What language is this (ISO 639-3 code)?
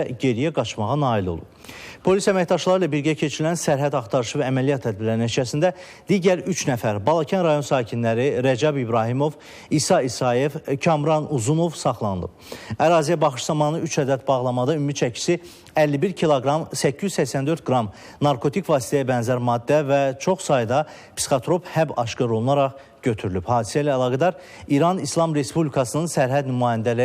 aze